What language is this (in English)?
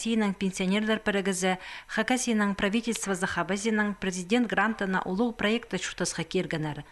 Khakas